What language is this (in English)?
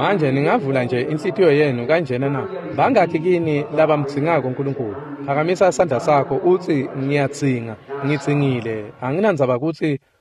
Swati